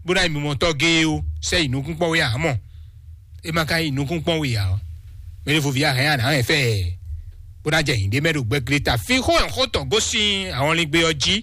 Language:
Fon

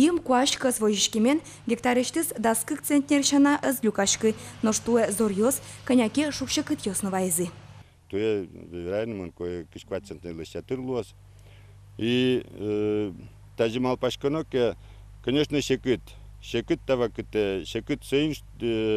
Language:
Udmurt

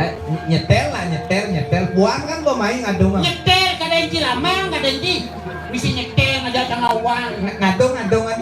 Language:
Balinese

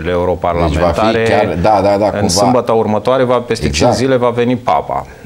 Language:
Romanian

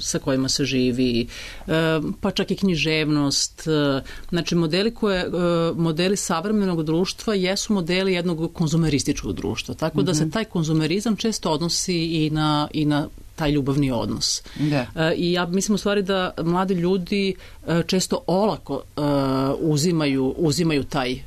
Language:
Serbian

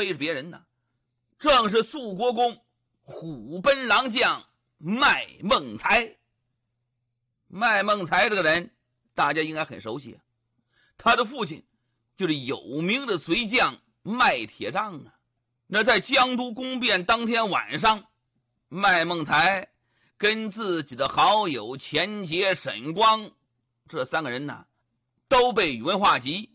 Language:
Chinese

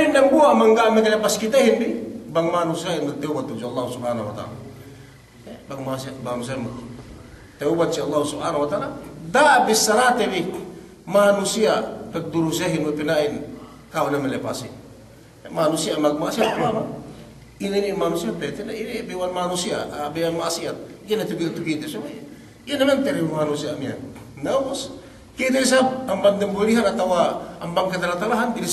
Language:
Yakan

